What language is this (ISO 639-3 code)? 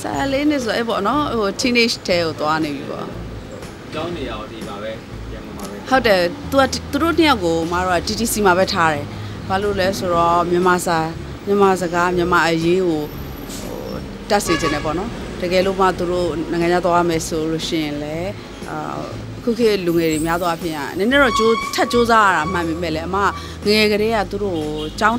mya